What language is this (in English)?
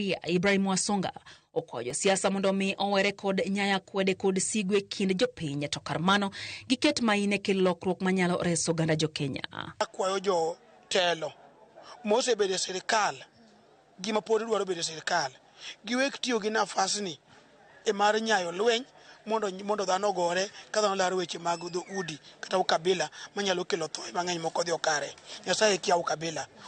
Luo (Kenya and Tanzania)